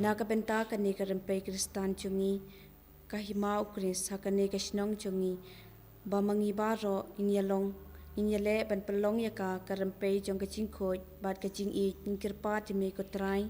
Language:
Khasi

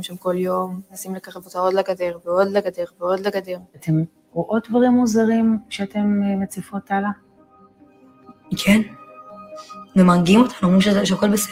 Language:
Hebrew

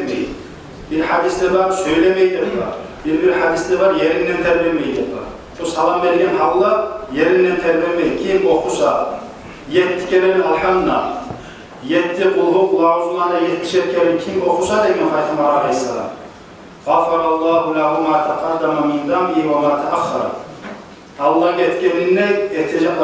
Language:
Kumyk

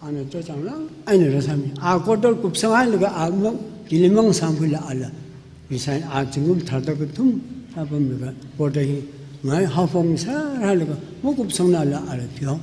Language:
Tangkhul Naga (India)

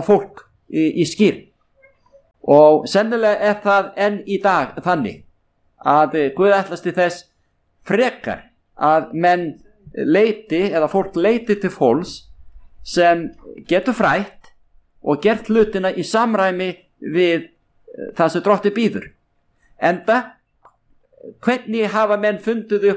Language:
Icelandic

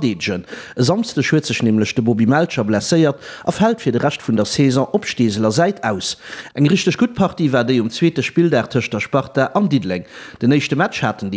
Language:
Luxembourgish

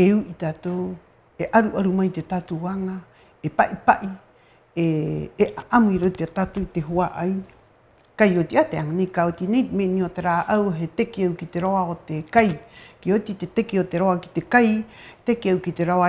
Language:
Rapanui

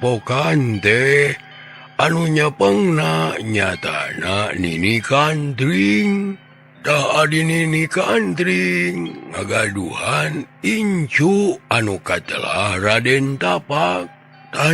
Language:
Sundanese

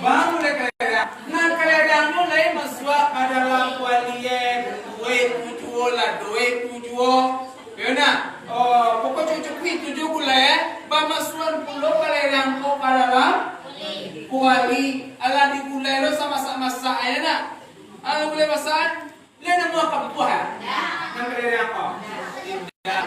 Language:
Minangkabau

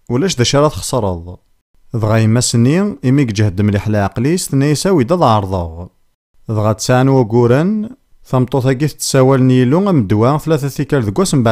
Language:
Kabyle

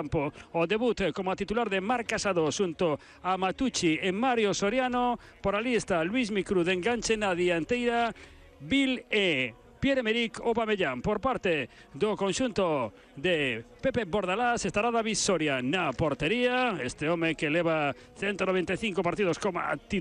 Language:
Galician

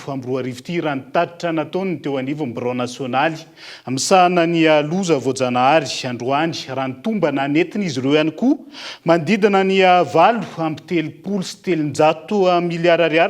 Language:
Malagasy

